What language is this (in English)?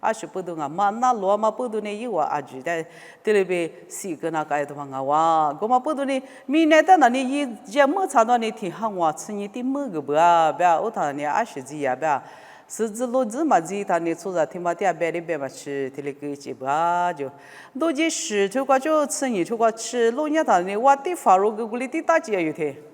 Lisu